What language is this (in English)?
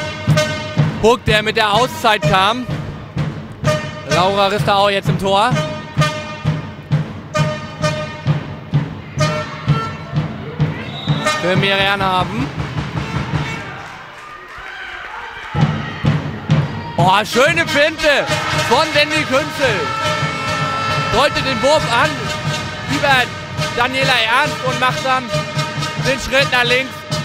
German